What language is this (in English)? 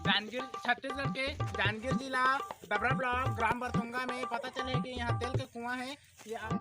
Chhattisgarhi